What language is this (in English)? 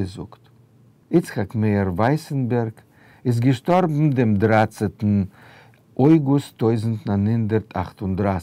Yiddish